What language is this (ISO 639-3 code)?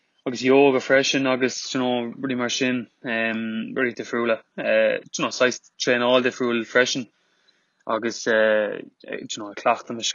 gle